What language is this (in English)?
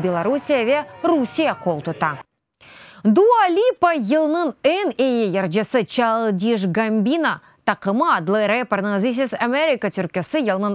Crimean Tatar